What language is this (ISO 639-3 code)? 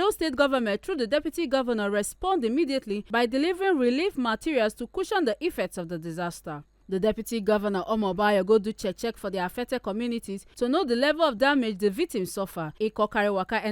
pcm